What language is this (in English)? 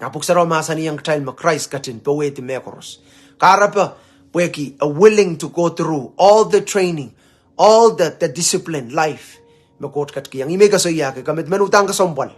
Pohnpeian